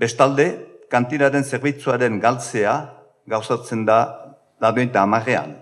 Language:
Basque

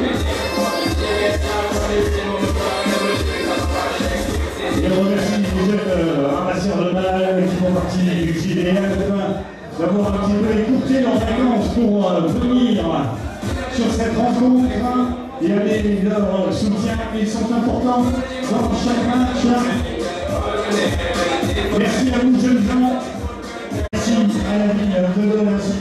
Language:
French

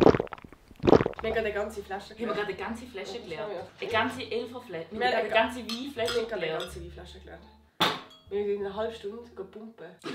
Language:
Swiss German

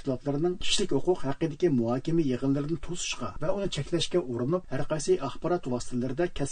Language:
Uyghur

